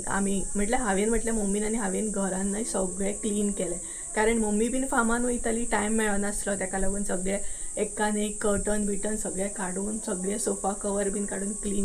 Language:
Konkani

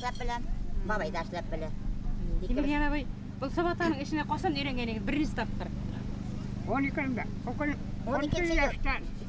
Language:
Bashkir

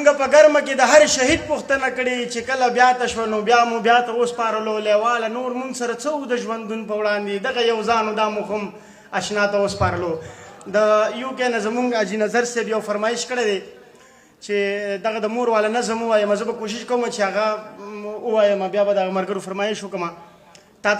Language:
Pashto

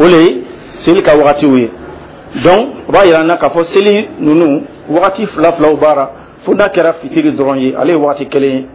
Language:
Dyula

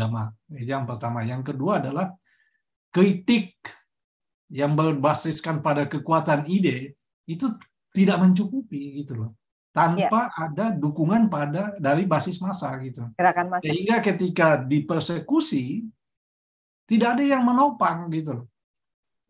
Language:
Indonesian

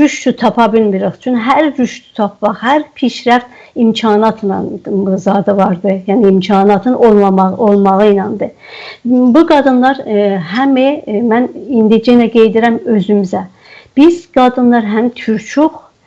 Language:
South Azerbaijani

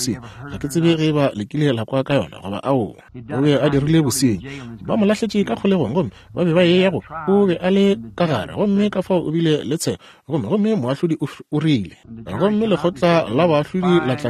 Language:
Northern Sotho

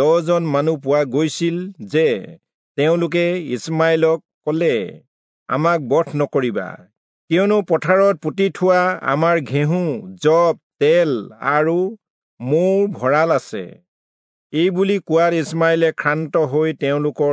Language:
Assamese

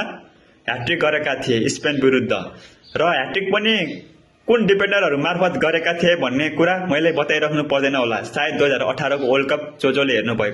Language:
Nepali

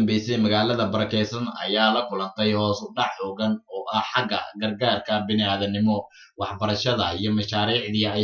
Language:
Somali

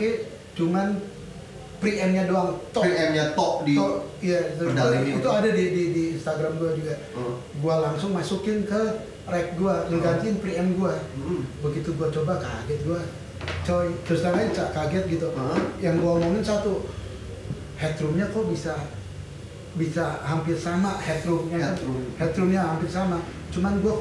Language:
Indonesian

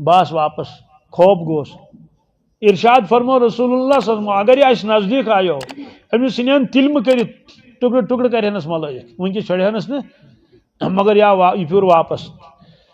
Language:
Kashmiri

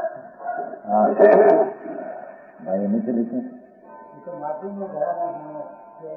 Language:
Gujarati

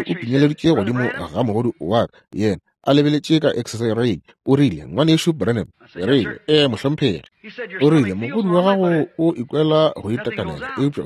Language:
Northern Sotho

